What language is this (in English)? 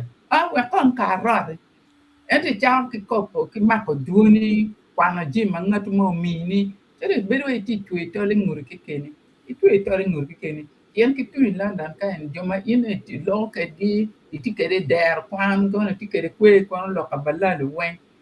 Acoli